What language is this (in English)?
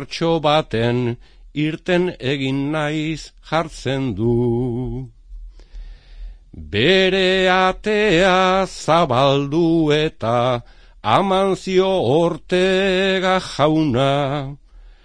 Basque